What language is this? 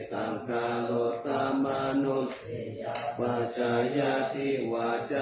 Pali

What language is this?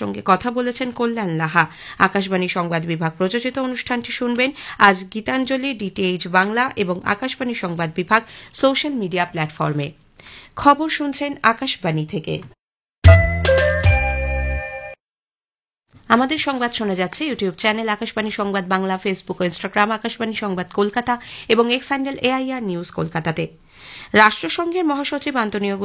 Bangla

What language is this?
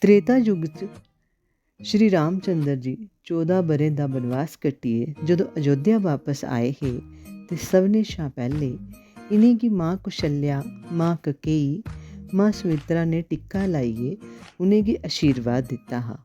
Dogri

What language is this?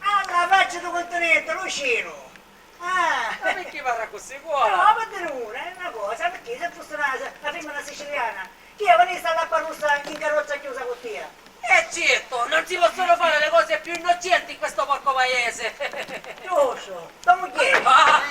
Sicilian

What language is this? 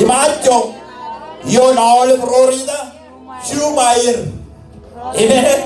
Marshallese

